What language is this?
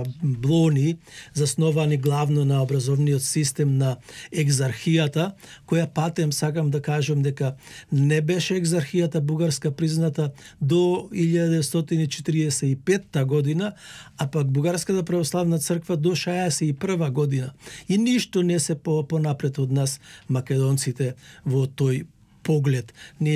Macedonian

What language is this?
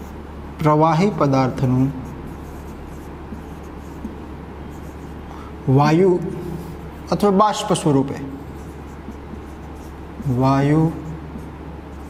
Gujarati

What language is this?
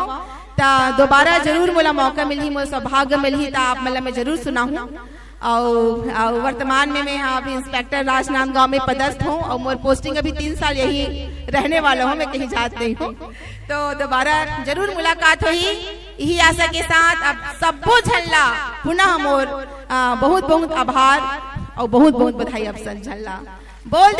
Chhattisgarhi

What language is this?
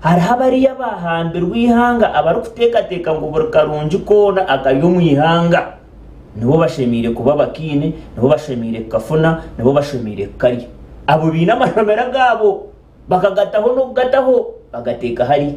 Nyankole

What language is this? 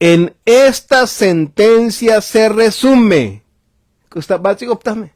Tzotzil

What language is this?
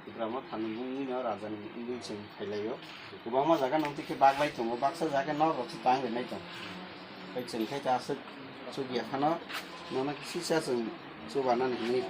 Kok Borok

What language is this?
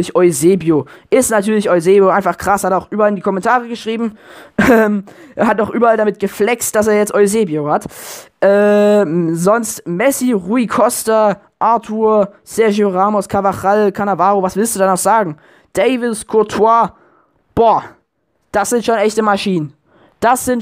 German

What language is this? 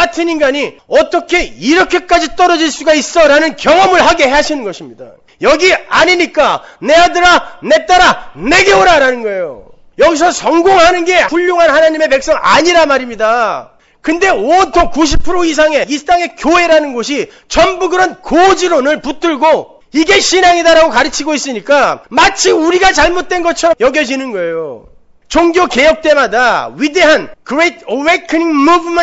Korean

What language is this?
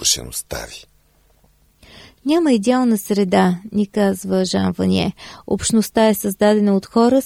Bulgarian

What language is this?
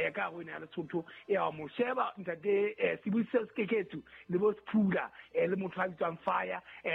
Southern Sotho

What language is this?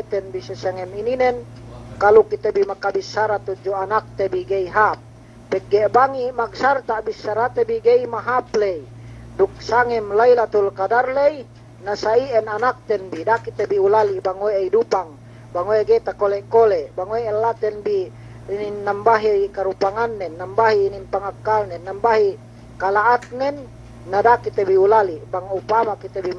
Yakan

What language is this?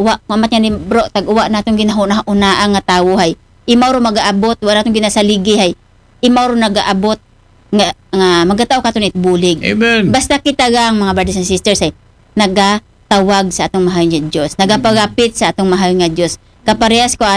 Aklanon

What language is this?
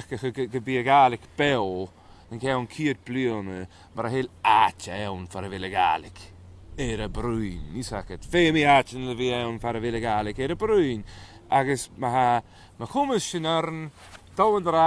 Scottish Gaelic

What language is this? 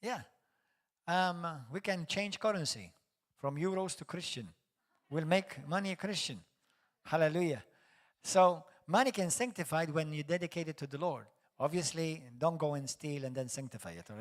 English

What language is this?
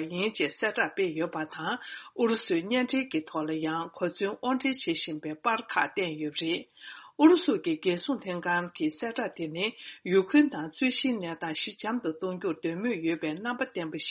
Tibetan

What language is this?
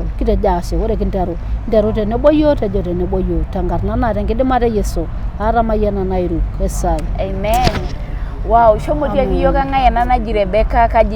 Masai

